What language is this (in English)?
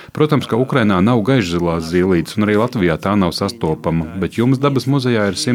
Latvian